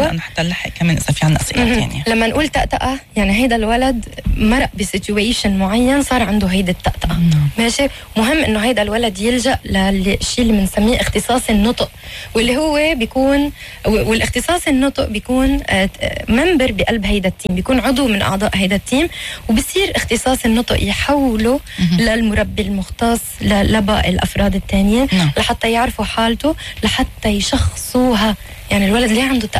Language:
North Levantine Arabic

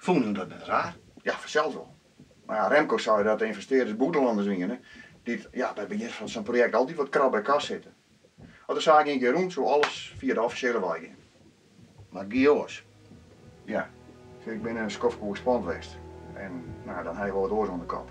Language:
Western Frisian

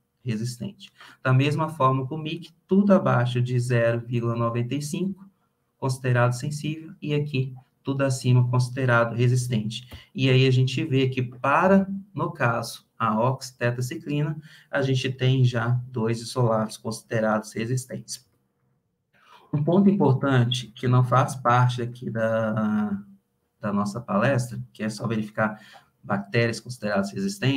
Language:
Portuguese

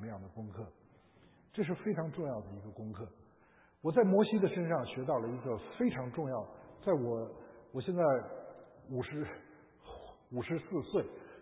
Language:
Chinese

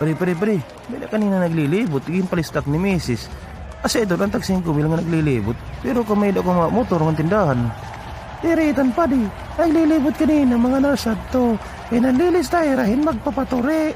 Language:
Waray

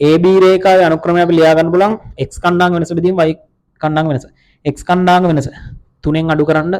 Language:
Sinhala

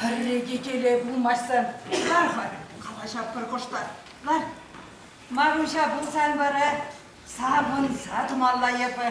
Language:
Chuvash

